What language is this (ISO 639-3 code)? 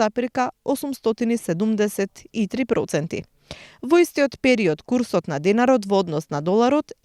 mkd